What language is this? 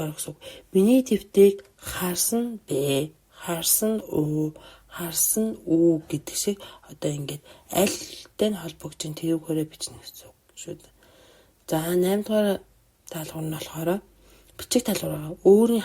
Mongolian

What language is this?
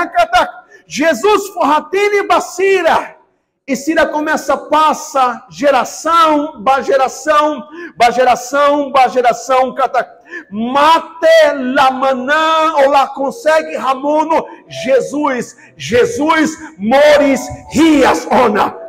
Tetum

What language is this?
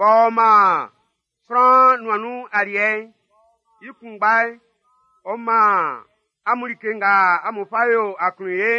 Baoulé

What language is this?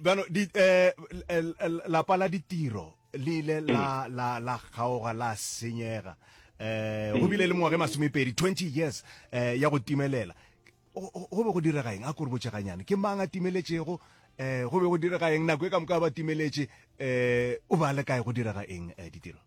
Northern Sotho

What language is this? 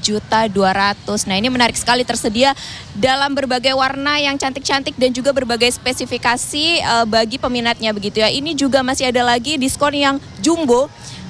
Indonesian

